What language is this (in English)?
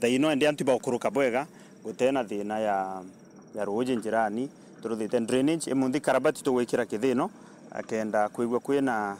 Meru